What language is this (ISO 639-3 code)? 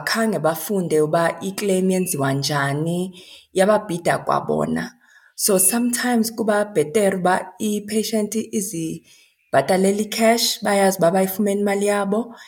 xho